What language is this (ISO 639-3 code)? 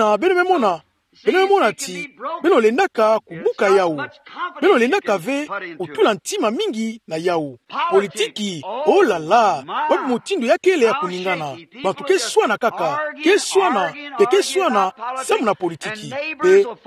ktu